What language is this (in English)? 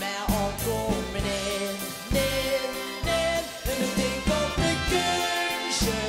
Limburgish